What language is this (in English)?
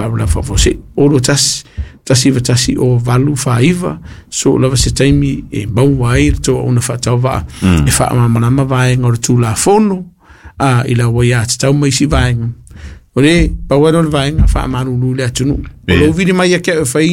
Samoan